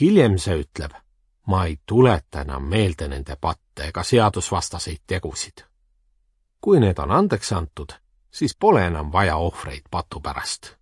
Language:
Estonian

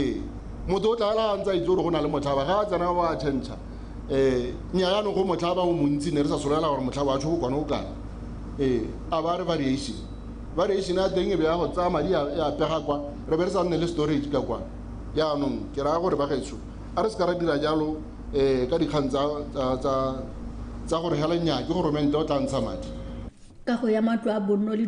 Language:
Tswana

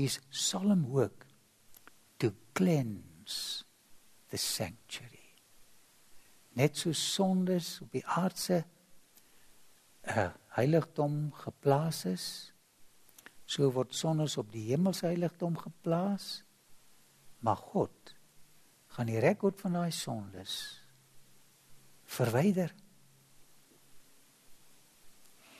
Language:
Afrikaans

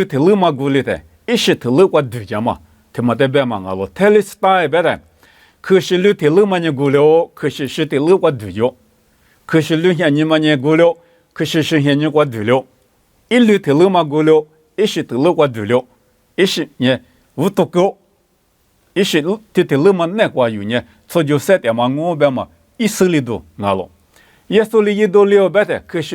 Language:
Lisu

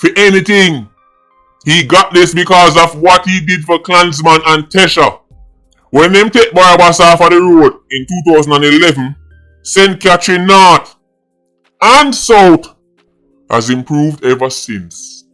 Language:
Jamaican Creole English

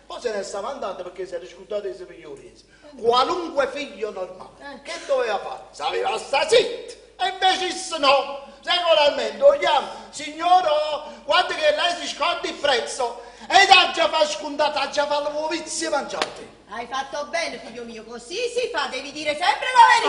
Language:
Neapolitan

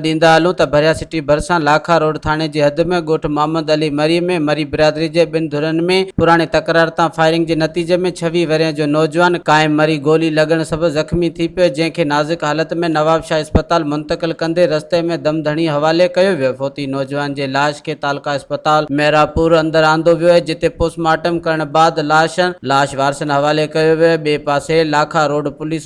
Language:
Sindhi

